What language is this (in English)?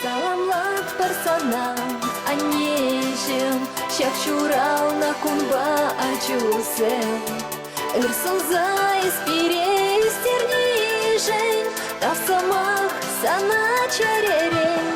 Chuvash